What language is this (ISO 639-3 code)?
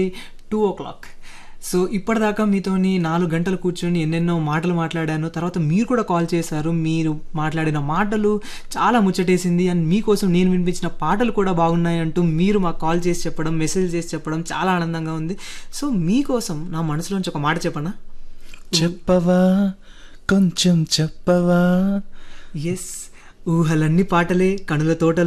tel